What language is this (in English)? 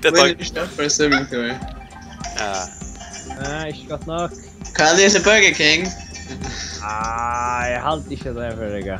Faroese